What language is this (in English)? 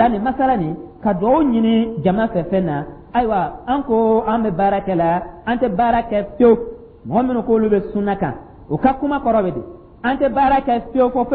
Dyula